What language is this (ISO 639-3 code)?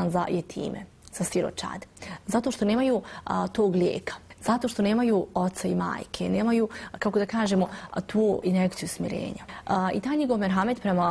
bos